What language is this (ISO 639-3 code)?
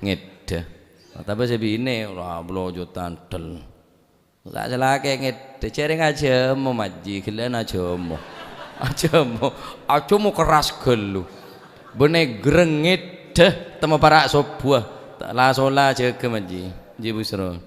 mad